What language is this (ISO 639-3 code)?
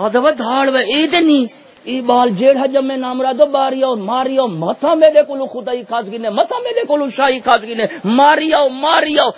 skr